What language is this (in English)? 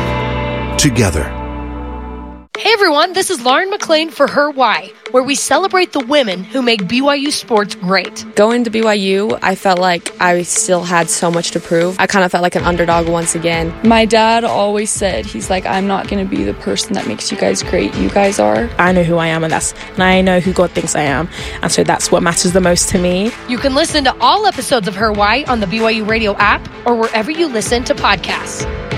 English